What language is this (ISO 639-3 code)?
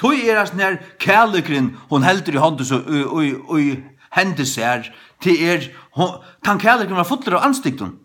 fao